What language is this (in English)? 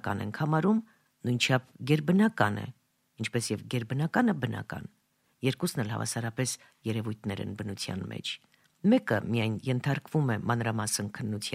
Armenian